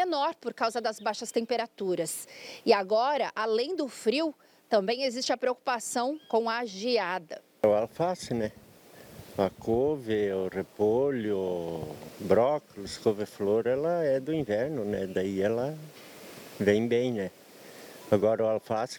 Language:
Portuguese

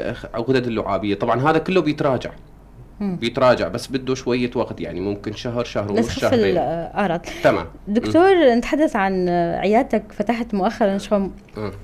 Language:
North Levantine Arabic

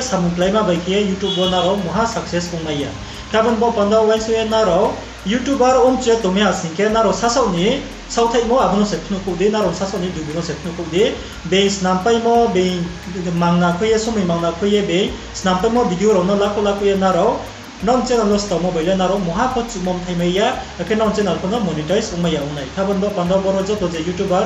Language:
Riang (India)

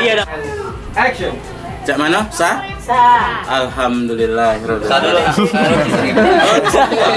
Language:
Musi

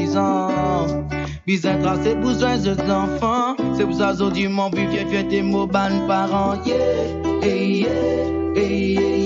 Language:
Morisyen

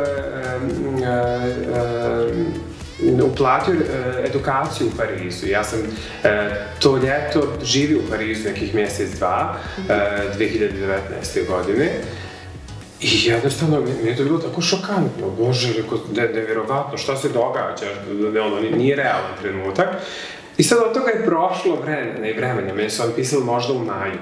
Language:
Serbian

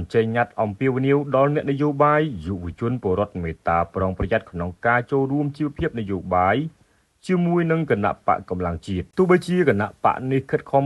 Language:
Khmer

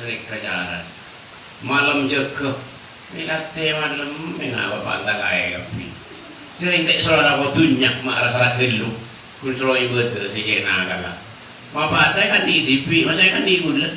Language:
Madurese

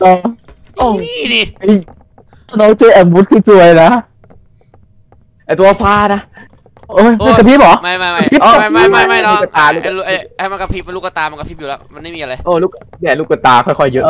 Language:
Thai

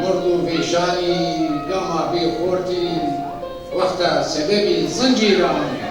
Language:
Zaza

